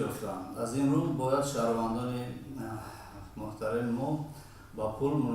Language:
Tajik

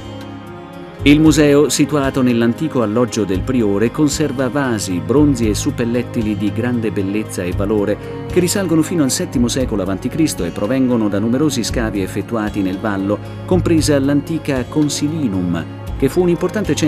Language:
Italian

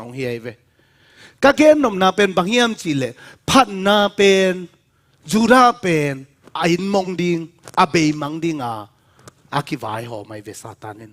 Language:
Tedim Chin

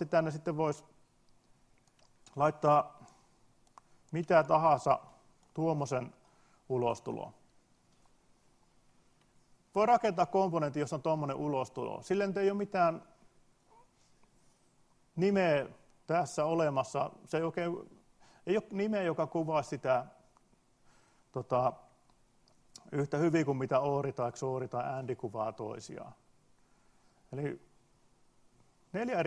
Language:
Finnish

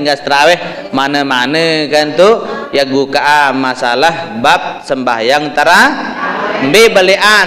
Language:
Sasak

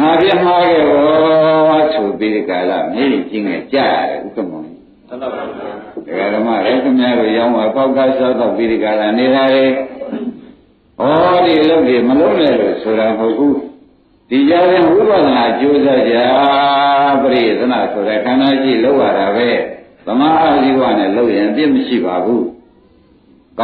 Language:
Burmese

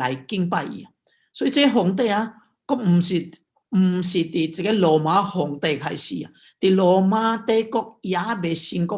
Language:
Min Nan Chinese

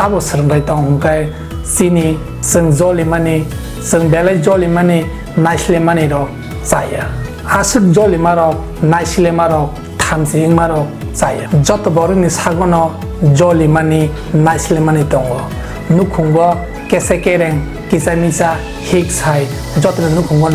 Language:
Kok Borok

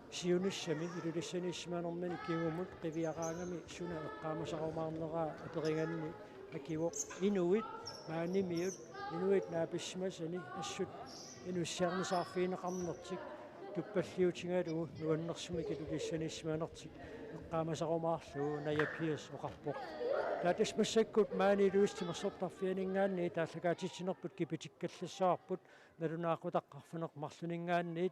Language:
Kalaallisut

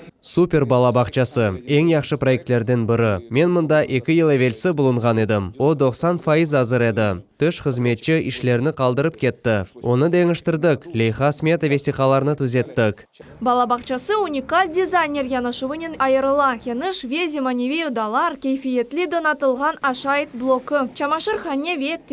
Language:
Crimean Tatar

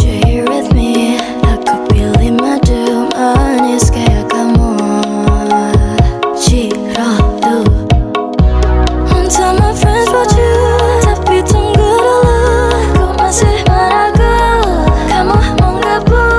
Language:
Indonesian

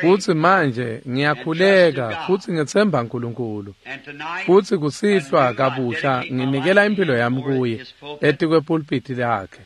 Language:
Swati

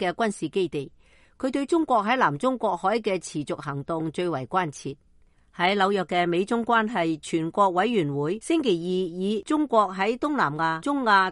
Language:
Cantonese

